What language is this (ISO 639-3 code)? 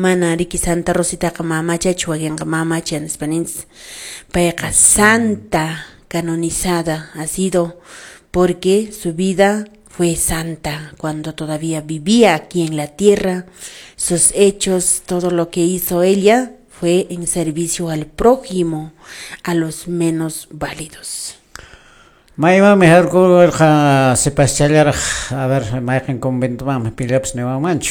que